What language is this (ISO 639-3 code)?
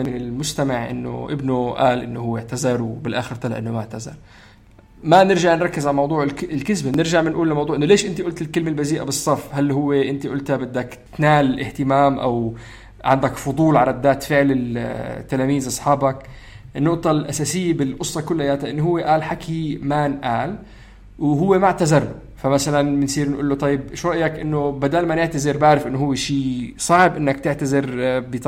apc